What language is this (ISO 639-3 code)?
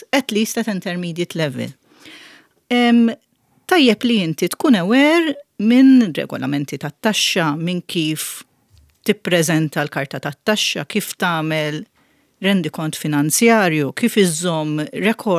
mlt